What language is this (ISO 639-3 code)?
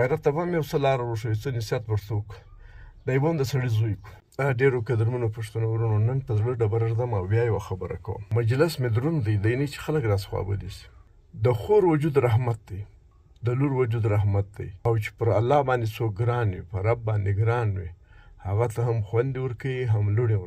pus